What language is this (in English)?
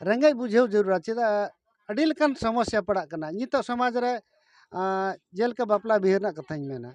Santali